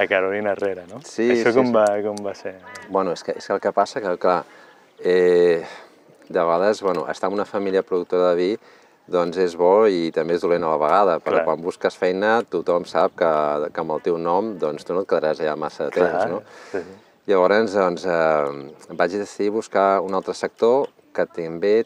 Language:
Catalan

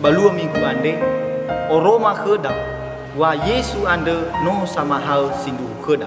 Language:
Nias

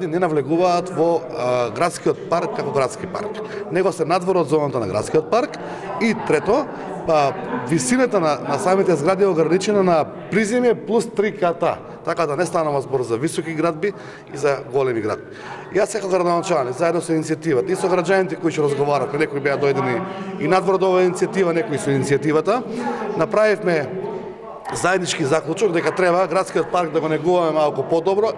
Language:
Macedonian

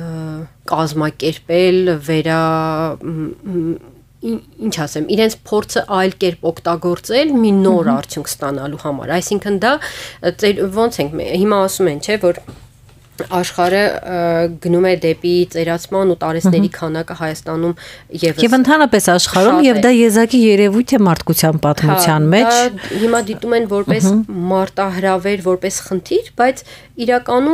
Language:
Armenian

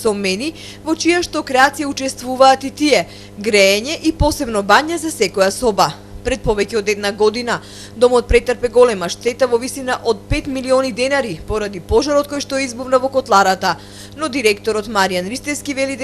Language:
Macedonian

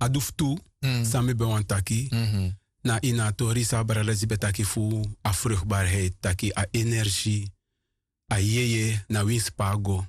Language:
Sranan Tongo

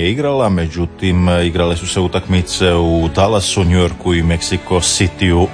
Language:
Croatian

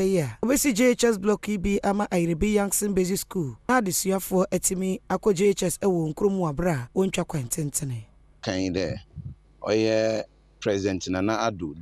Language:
Akan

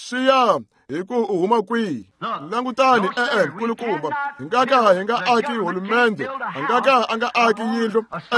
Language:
Tsonga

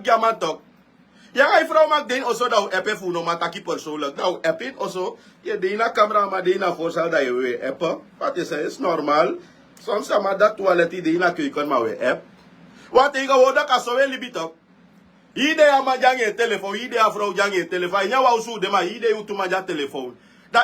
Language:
Sranan Tongo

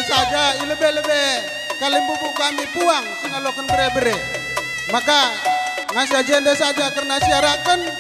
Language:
Batak Karo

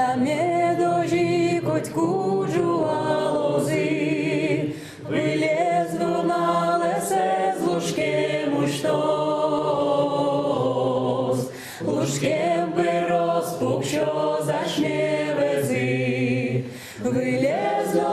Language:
Udmurt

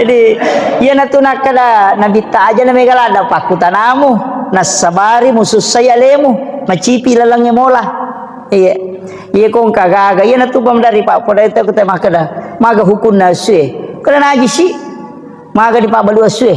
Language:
Buginese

